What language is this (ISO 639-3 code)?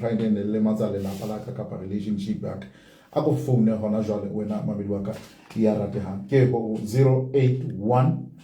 sot